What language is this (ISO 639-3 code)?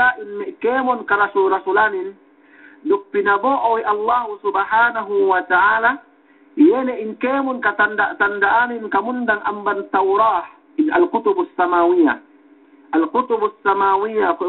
yka